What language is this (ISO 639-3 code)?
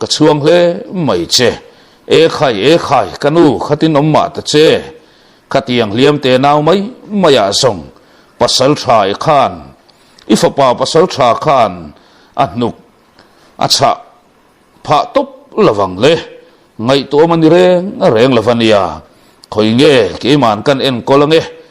lus